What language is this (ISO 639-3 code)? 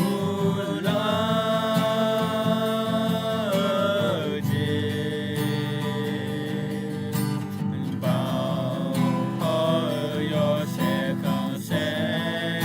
ahk